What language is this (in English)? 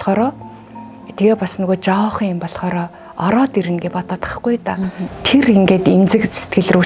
Mongolian